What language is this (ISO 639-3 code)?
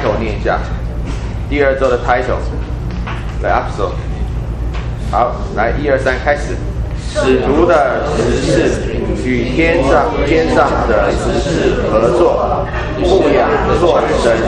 zho